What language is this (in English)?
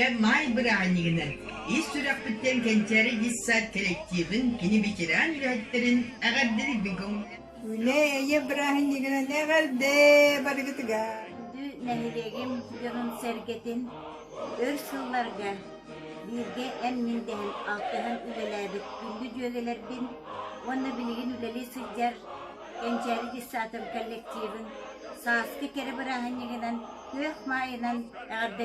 Yakut